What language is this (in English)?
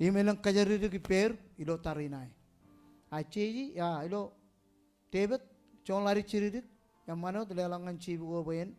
Marshallese